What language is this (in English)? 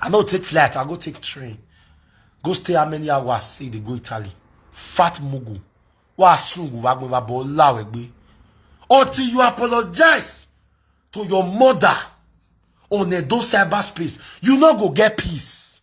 Nigerian Pidgin